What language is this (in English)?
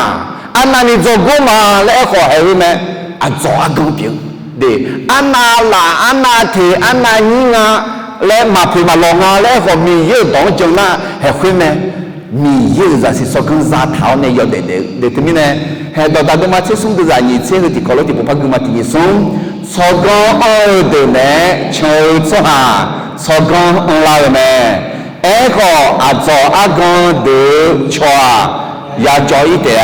Akha